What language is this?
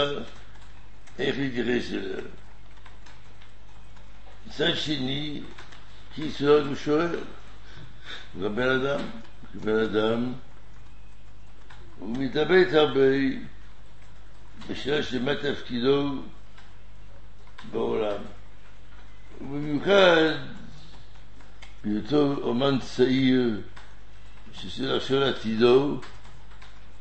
Hebrew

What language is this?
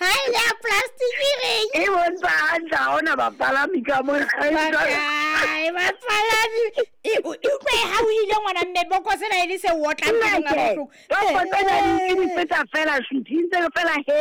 Southern Sotho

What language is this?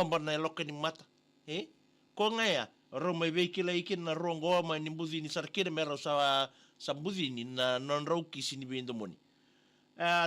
Fijian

